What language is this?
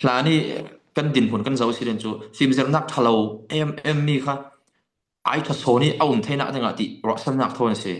Falam Chin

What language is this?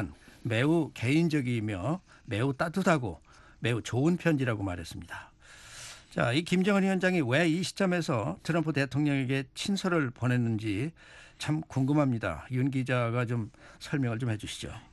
Korean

